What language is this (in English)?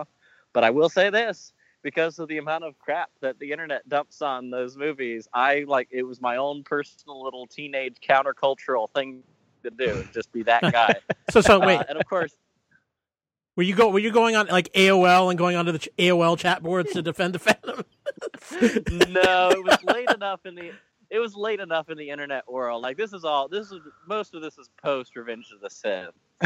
English